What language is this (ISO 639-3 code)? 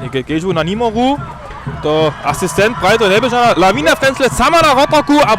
hsb